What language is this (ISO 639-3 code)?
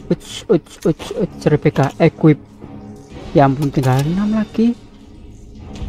ind